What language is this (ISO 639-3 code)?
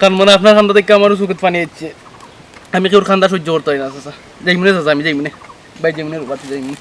syl